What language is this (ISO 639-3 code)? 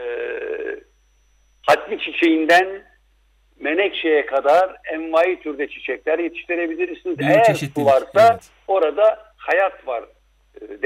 tur